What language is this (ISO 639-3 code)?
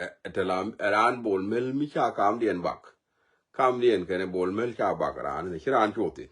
nus